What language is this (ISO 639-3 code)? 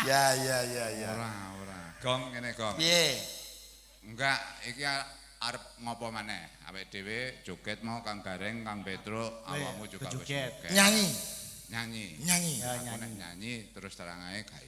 jav